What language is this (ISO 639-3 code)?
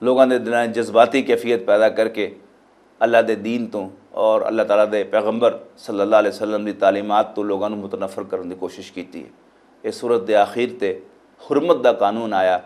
lah